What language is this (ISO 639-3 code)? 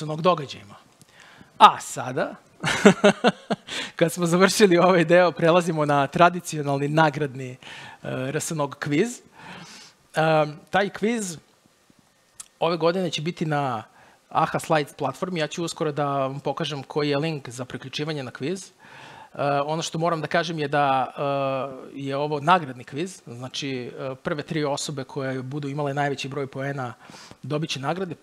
srp